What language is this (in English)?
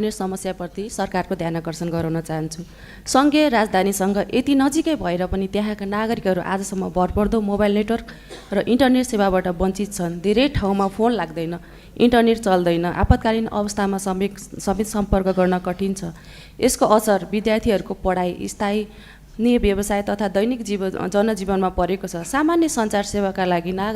Nepali